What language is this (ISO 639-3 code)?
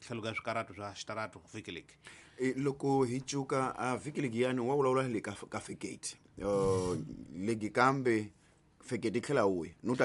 tso